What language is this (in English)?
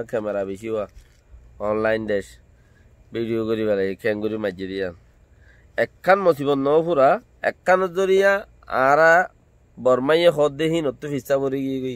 Rohingya